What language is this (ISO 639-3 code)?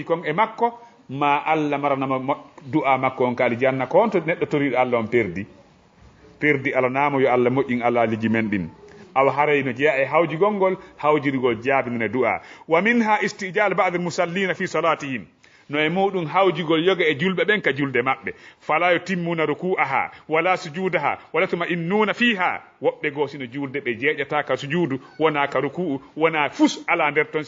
ful